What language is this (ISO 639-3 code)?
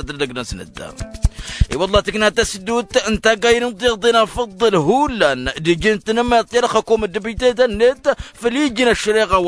taq